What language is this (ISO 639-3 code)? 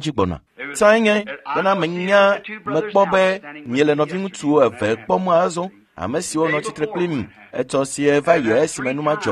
ewe